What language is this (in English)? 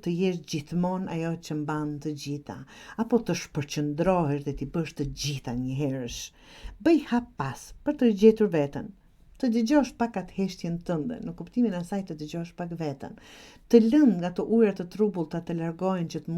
Albanian